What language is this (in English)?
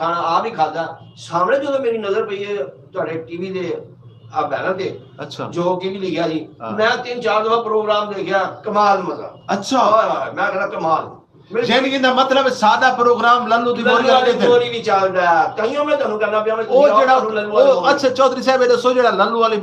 Saraiki